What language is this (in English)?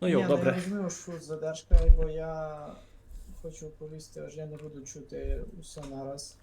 Rusyn